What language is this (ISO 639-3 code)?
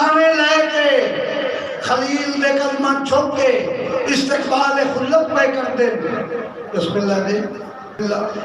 skr